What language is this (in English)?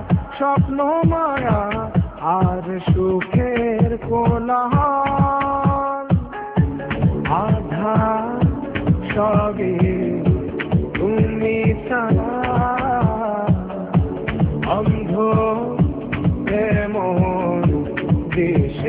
Bangla